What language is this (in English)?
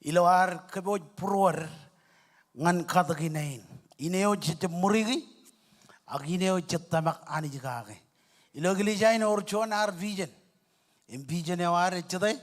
Marshallese